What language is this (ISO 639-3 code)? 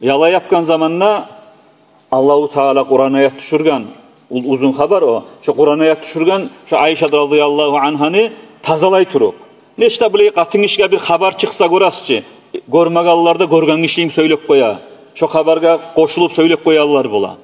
kum